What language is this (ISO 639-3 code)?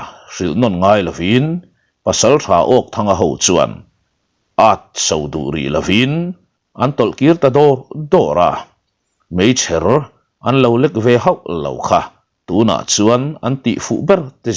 lus